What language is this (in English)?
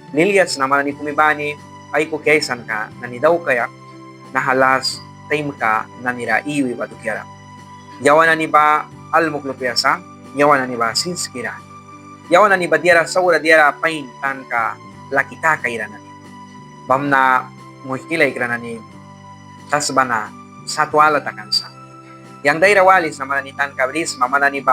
Mískito